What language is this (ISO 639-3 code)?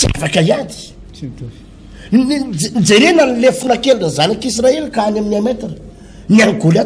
mlg